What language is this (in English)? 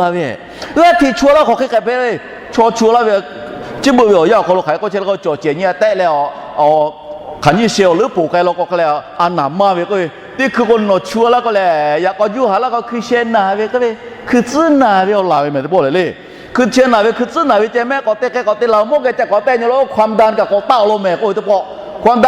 Lahu